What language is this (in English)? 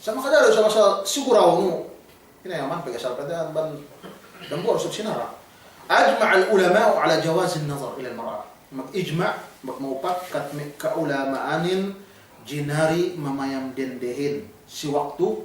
Yakan